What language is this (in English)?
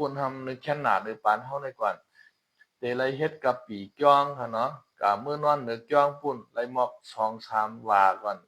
Shan